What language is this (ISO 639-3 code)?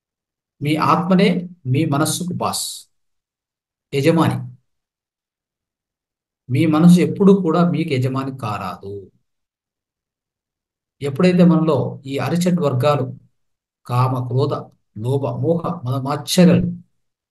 tel